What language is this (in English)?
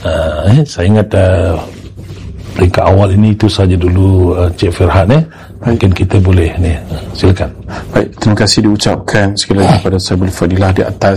Malay